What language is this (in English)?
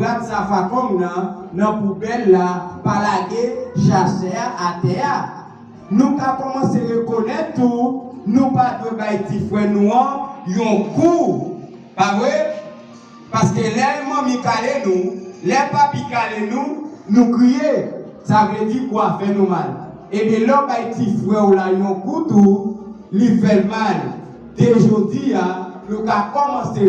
Haitian Creole